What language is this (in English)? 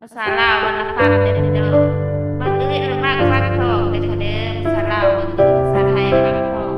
Northeastern Thai